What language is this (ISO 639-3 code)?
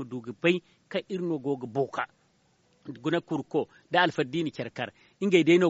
dje